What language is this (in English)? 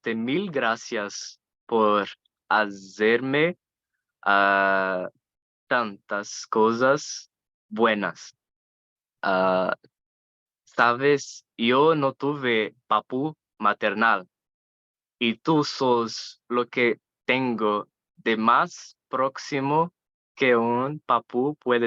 Ladino